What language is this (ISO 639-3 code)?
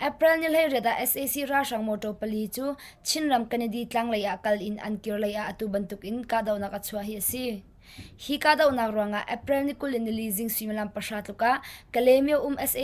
cnh